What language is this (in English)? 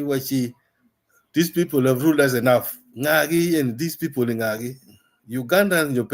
Acoli